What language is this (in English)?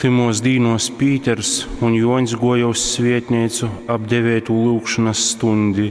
Latgalian